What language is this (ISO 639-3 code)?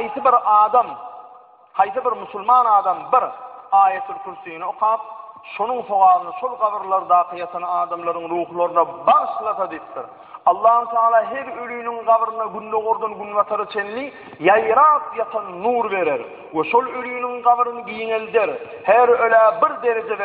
tuk